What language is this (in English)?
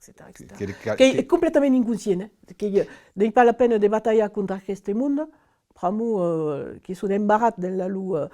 Occitan